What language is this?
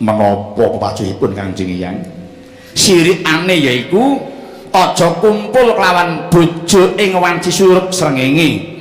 Javanese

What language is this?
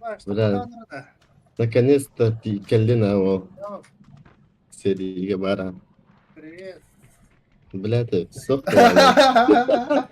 Yakut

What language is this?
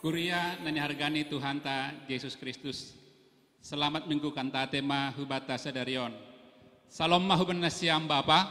Batak Simalungun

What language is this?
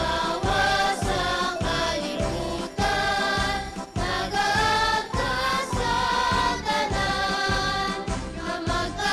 Hiligaynon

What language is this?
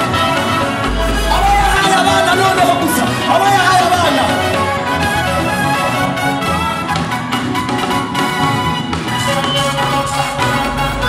Kinyarwanda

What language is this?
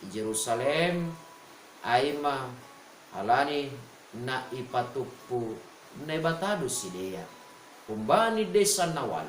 Batak Simalungun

